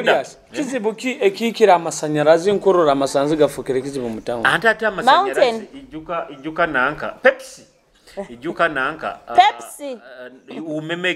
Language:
Nyoro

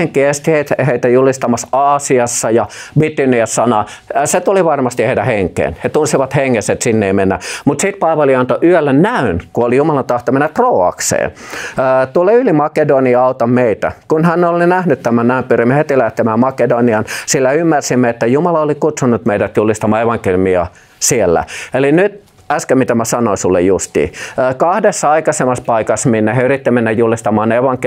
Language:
Finnish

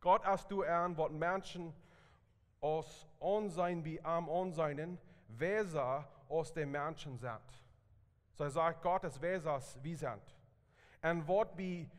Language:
Plautdietsch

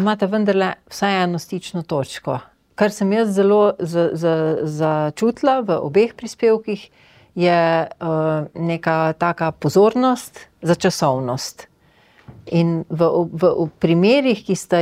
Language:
Slovenian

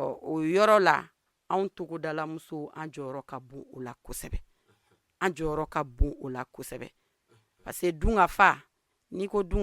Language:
Bambara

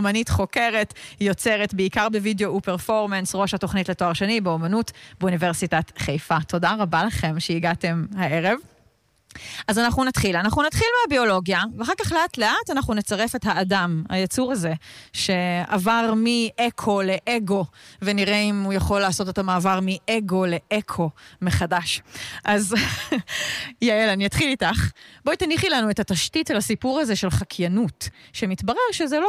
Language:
Hebrew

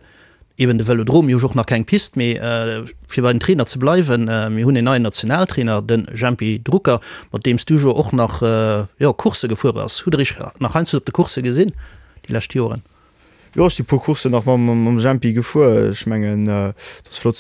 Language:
Luxembourgish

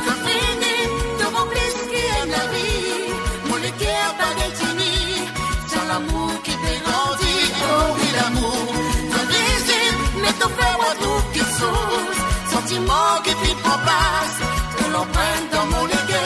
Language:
Morisyen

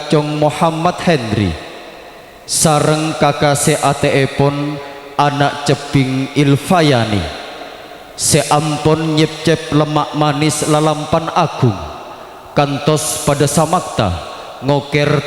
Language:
Madurese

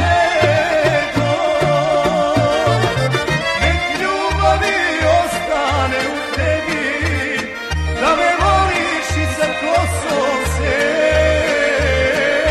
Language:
Serbian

